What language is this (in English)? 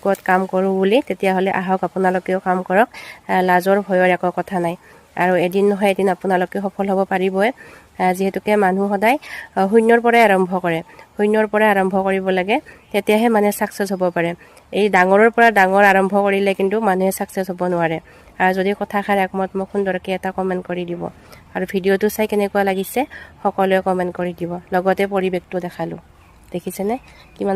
Assamese